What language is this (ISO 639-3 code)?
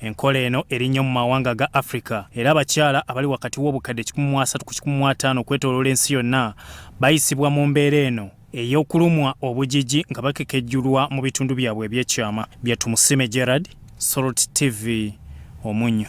lug